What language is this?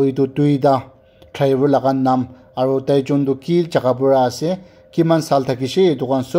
Naga Pidgin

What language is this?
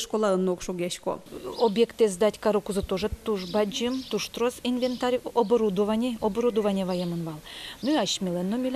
Udmurt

